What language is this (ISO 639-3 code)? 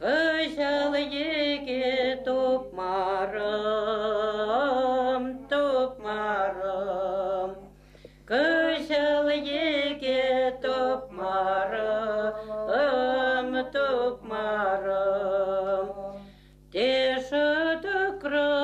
chv